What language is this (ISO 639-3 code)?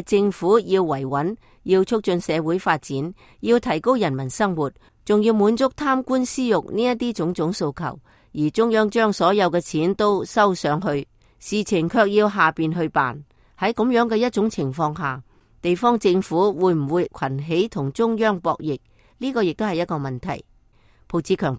yue